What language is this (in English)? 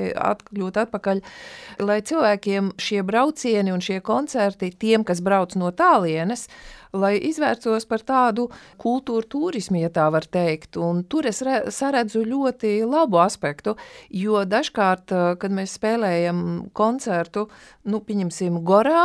Latvian